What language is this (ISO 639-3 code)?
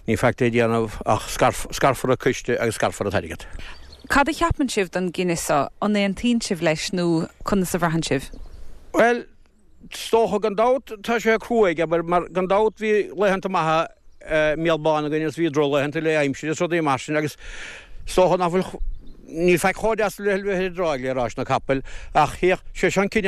gle